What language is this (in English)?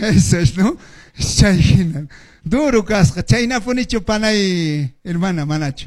Quechua